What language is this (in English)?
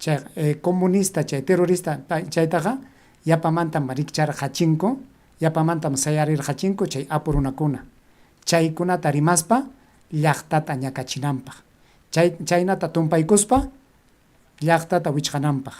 Ayacucho Quechua